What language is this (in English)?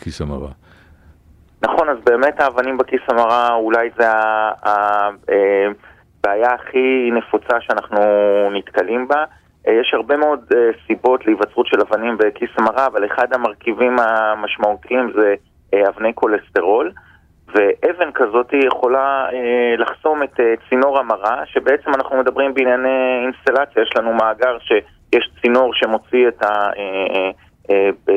Hebrew